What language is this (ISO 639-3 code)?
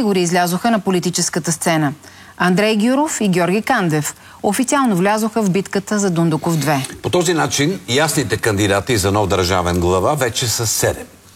bul